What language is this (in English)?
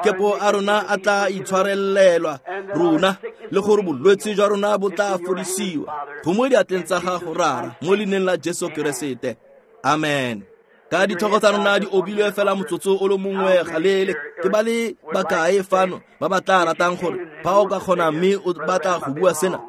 Tswana